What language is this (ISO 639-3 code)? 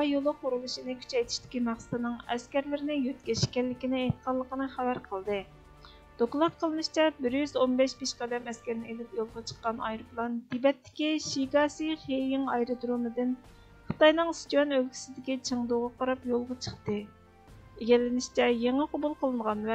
uig